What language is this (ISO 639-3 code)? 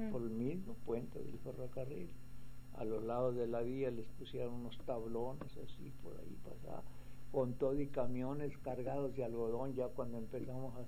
spa